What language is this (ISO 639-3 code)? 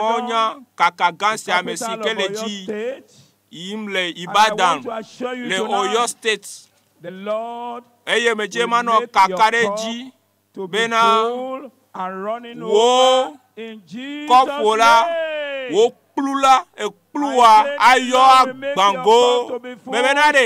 ewe